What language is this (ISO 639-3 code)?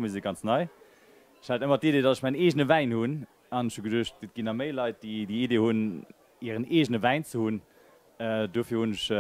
ltz